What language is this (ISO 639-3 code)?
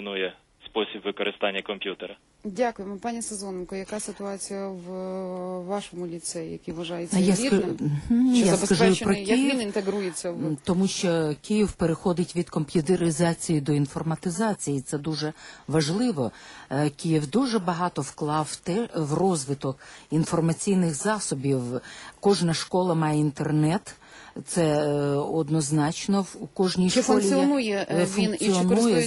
ukr